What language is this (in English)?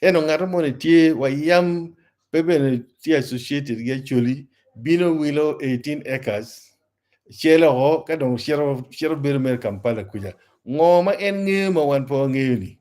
Acoli